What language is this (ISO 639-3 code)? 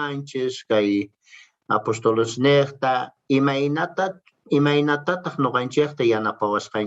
quh